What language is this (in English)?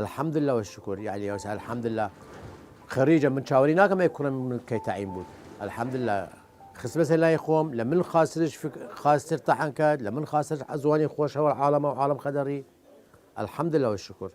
Southern Kurdish